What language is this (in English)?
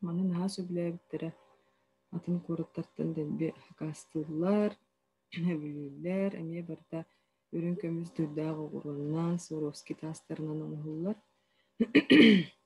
Yakut